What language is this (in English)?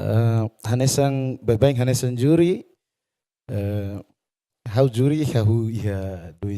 Tetum